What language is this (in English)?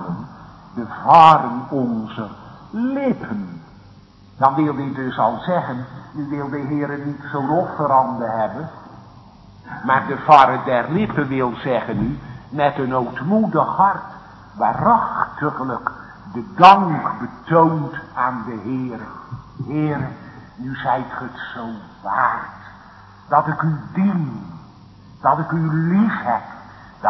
Dutch